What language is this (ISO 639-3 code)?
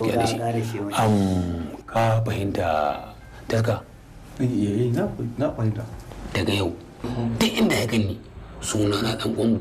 hau